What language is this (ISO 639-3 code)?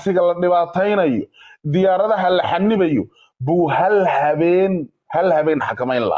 som